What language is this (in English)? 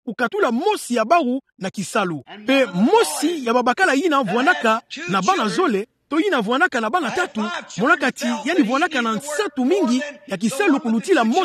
Kituba (Democratic Republic of Congo)